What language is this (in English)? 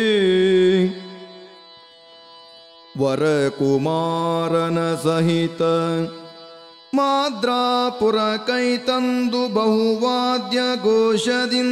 Kannada